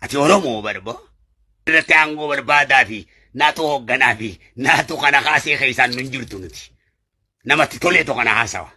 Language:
Oromo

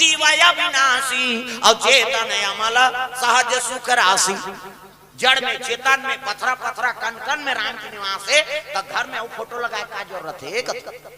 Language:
Chhattisgarhi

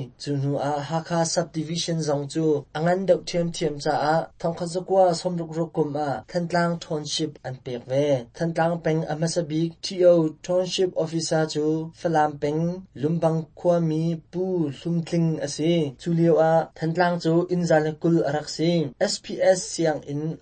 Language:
Hakha Chin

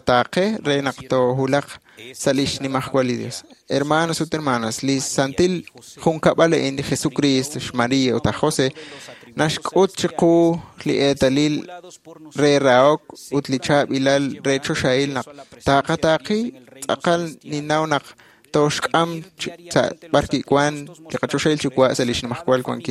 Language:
Kekchí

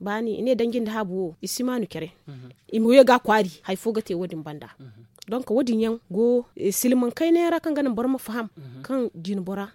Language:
Zarma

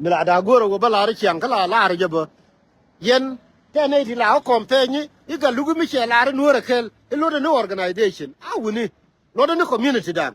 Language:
Nuer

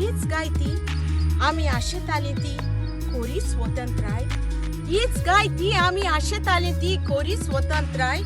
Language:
Konkani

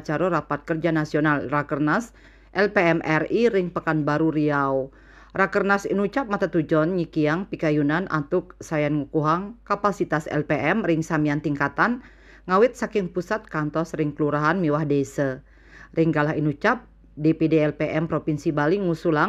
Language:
Balinese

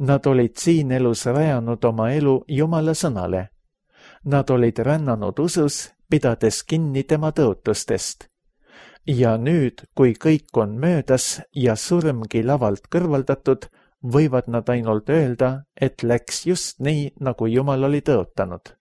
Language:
Estonian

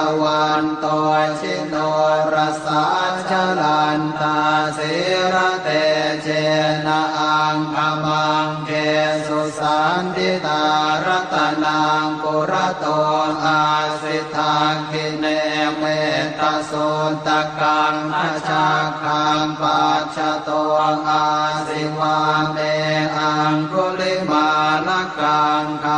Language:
Pali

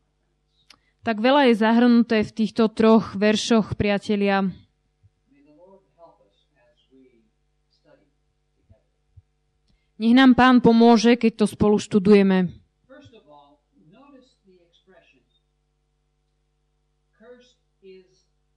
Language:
Slovak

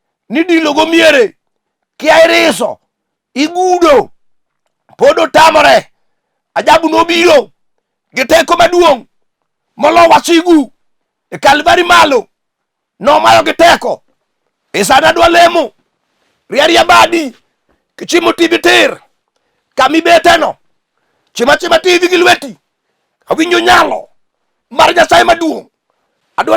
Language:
Luo (Kenya and Tanzania)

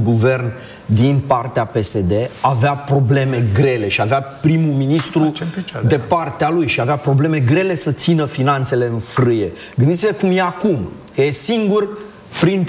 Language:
Romanian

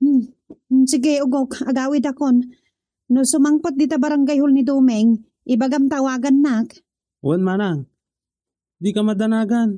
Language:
Iloko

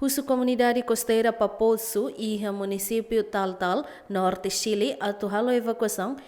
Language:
Tetum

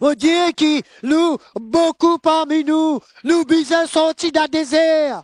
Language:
Morisyen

